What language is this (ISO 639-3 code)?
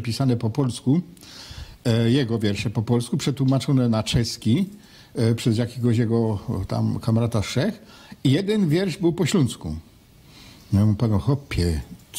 szl